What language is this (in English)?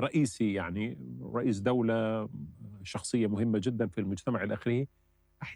Arabic